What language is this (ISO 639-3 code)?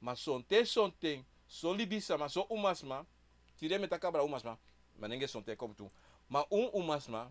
srn